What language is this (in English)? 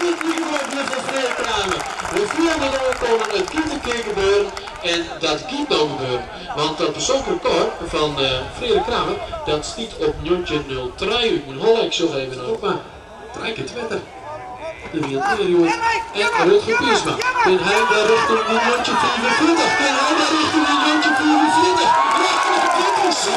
Western Frisian